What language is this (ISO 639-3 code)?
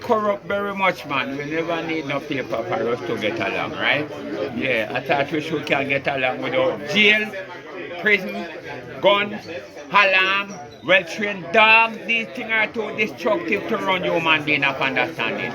jam